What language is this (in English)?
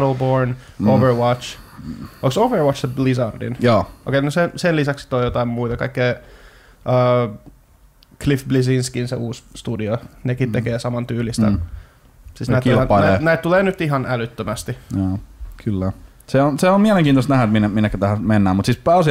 Finnish